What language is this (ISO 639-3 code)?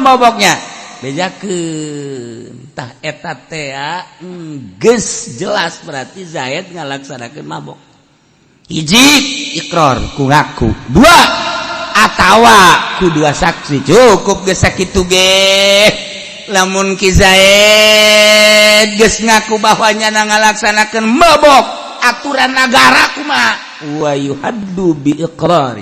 sun